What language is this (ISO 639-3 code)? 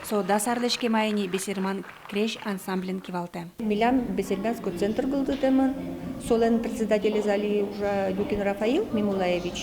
udm